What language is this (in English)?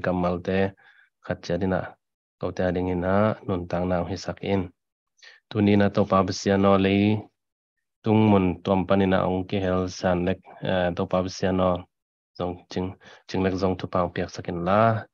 Tedim Chin